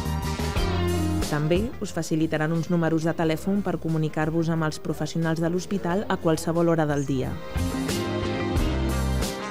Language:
Catalan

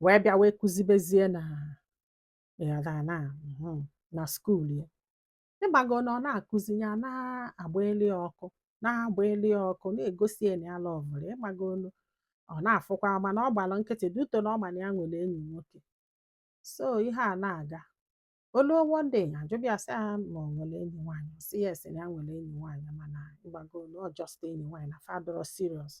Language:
Igbo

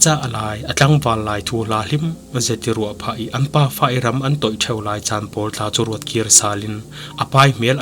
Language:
Falam Chin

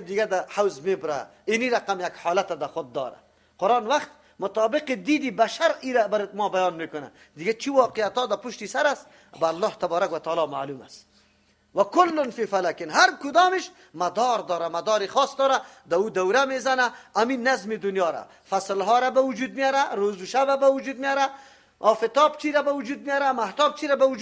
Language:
Persian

